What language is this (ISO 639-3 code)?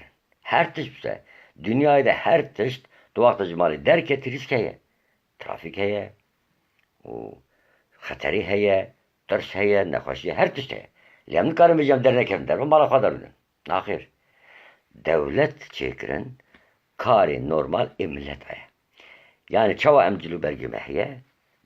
kur